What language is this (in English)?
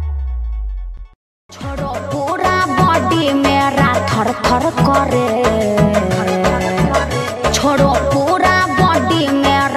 Bhojpuri